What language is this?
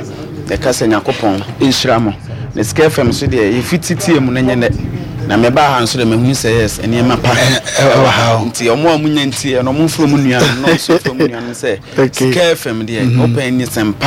Akan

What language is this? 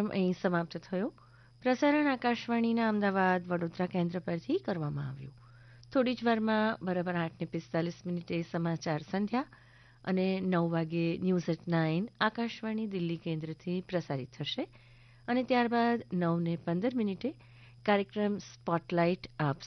Gujarati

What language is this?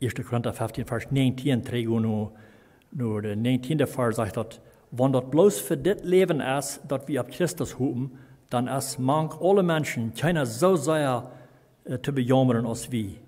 Plautdietsch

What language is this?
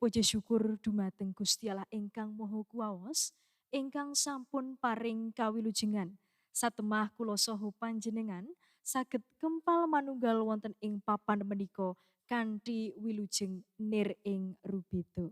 Javanese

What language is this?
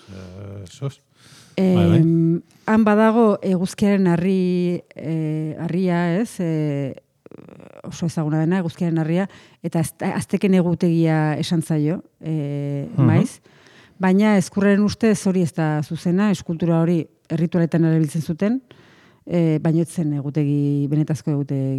Basque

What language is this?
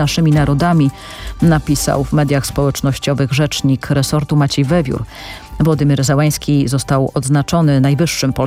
Polish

